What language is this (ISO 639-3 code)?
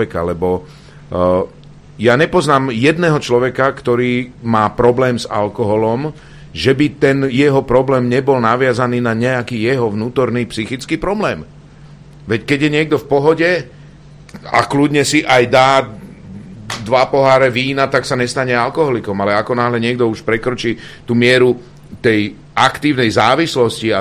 slk